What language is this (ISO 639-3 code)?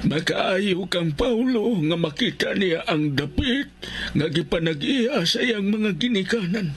ceb